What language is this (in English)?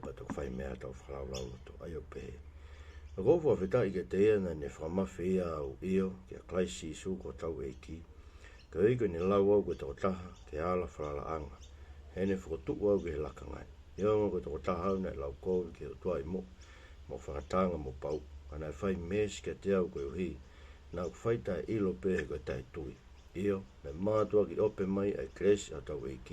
Tongan